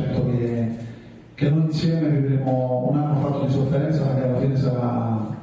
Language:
Italian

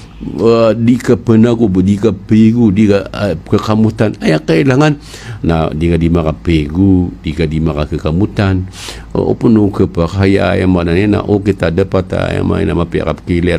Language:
Maranao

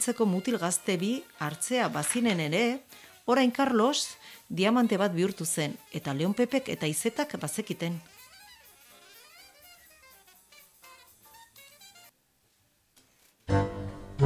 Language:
Basque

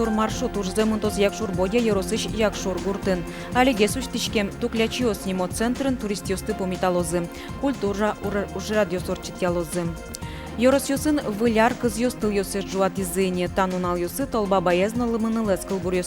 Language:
Udmurt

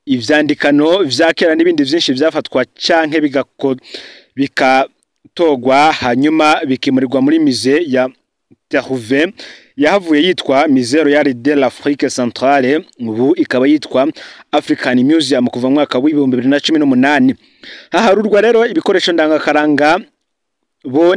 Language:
Rundi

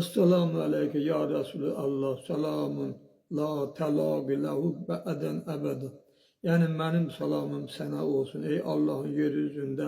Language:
Azerbaijani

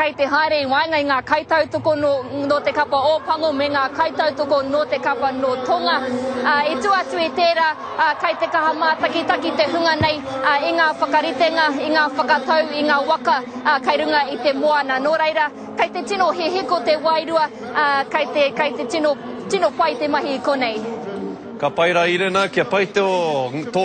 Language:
Māori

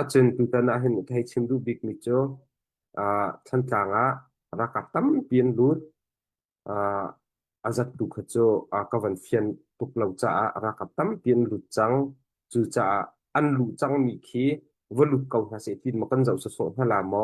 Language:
Hakha Chin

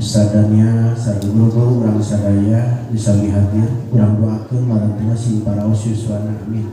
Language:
Sundanese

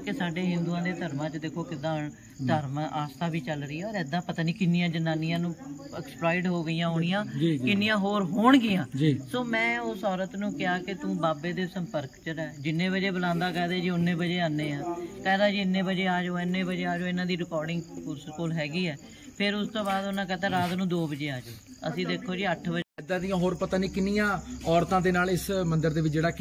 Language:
Punjabi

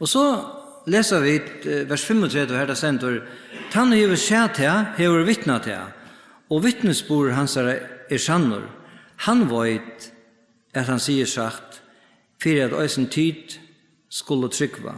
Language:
Faroese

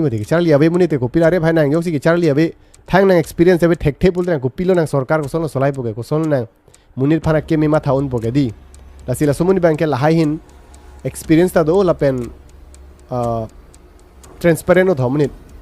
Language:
Karbi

